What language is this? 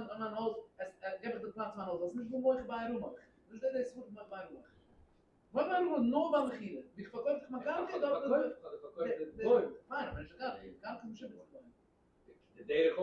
Yiddish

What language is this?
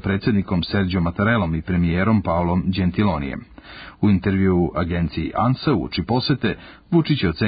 Serbian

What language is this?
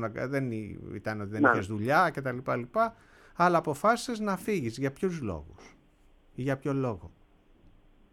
Greek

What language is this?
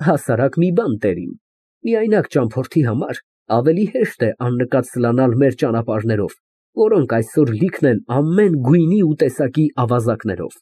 Armenian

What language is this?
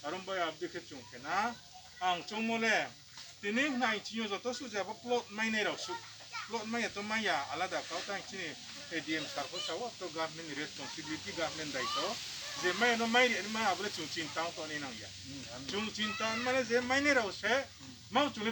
Riang (India)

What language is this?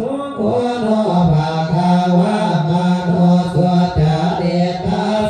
Pali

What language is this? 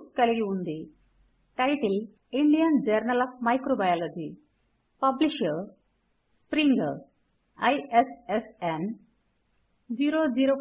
Telugu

